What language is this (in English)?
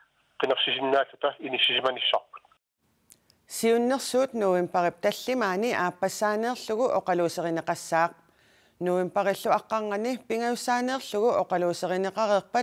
Kalaallisut